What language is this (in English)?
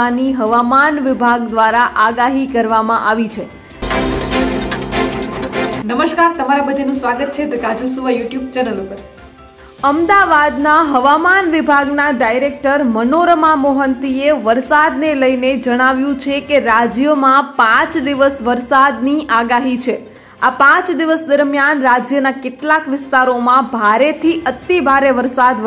Gujarati